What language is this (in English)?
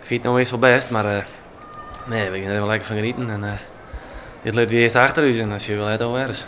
Western Frisian